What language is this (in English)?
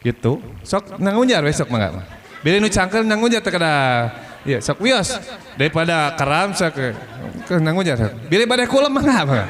Sundanese